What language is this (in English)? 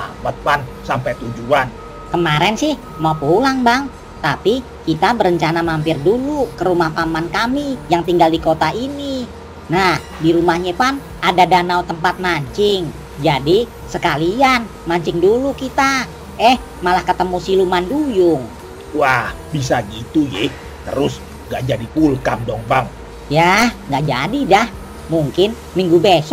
Betawi